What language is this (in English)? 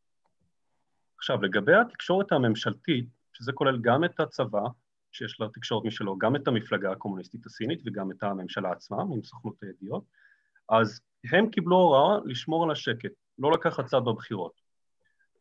Hebrew